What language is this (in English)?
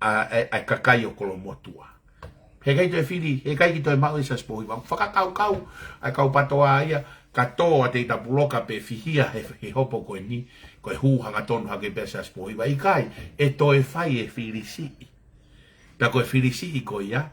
Tongan